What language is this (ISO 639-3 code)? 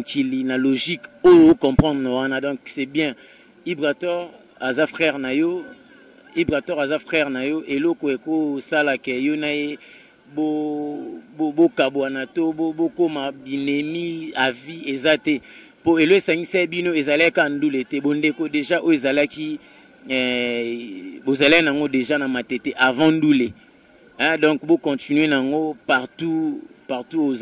lin